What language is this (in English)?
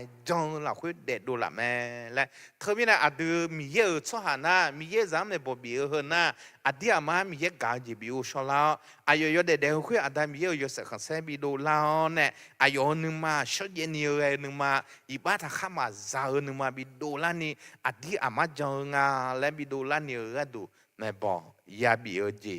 Akha